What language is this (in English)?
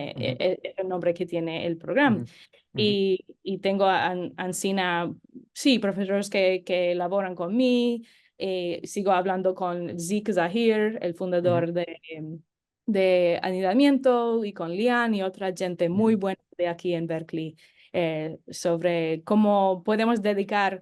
Ladino